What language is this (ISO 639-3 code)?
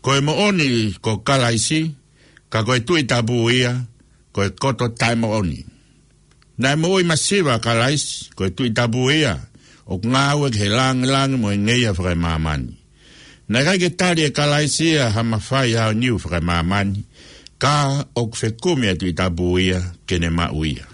ton